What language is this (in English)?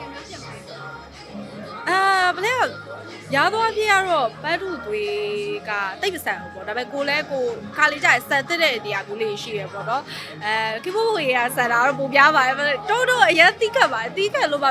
Burmese